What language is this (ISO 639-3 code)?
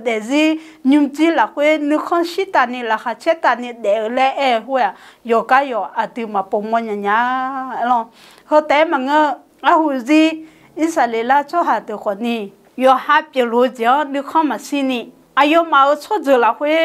ahk